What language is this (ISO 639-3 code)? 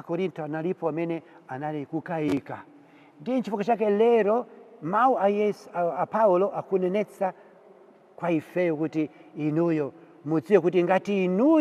nya